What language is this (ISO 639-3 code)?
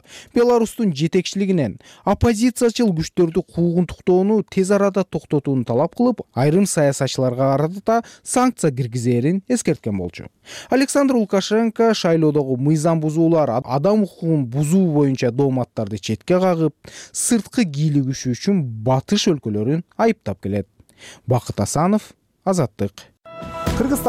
kir